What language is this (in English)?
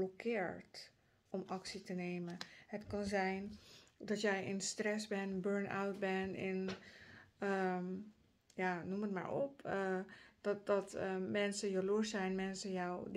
Dutch